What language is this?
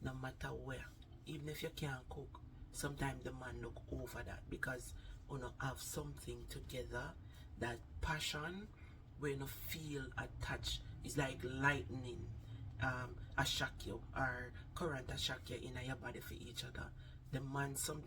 Jamaican Creole English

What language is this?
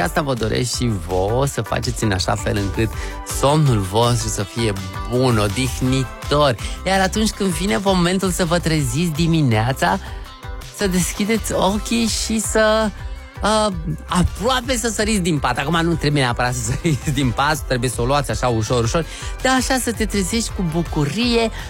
Romanian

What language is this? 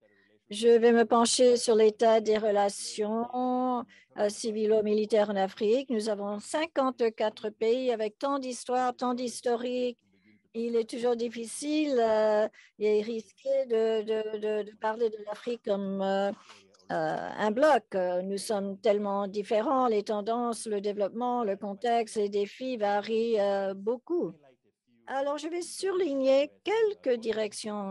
French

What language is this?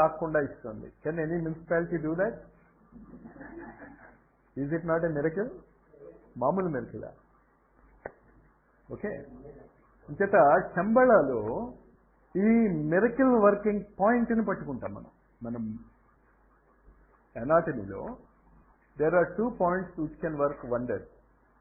Telugu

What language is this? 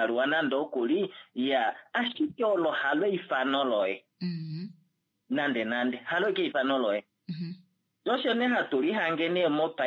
Kuanyama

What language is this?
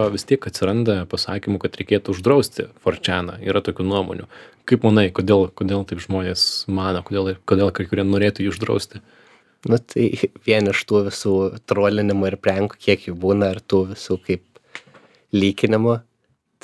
Lithuanian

